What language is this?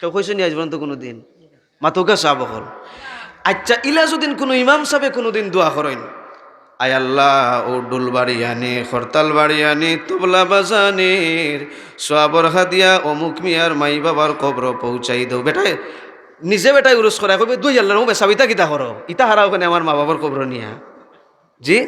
Sylheti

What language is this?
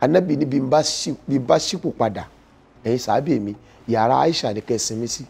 Yoruba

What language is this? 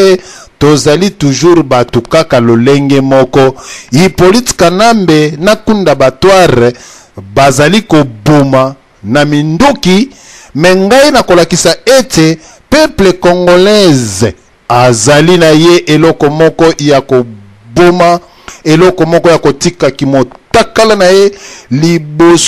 Lingala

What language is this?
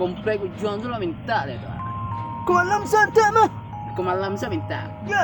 Minangkabau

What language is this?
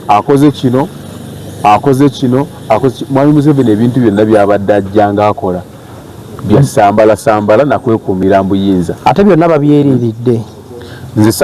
Ganda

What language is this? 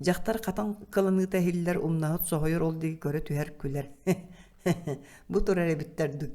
Yakut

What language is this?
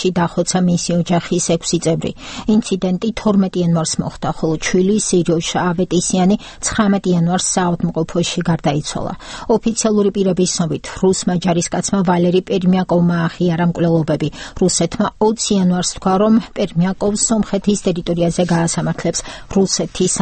Georgian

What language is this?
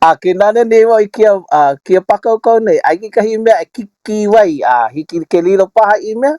Hawaiian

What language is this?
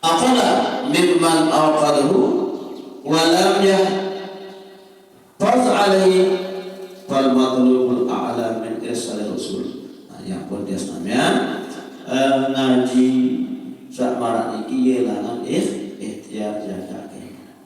Sasak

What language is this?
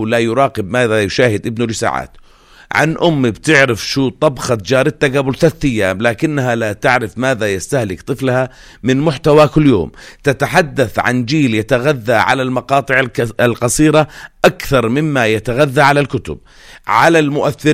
North Levantine Arabic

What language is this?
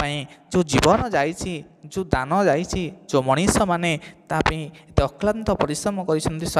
Odia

